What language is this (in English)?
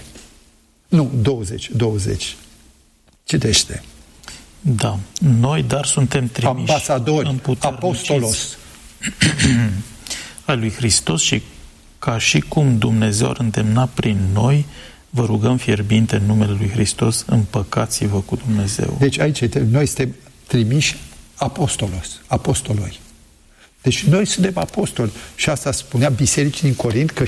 Romanian